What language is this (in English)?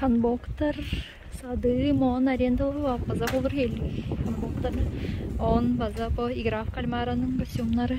Tuvinian